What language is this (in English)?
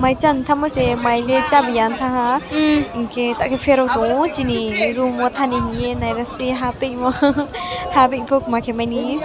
Riang (India)